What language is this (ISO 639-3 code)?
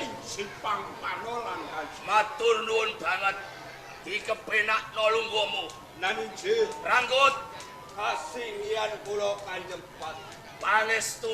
jav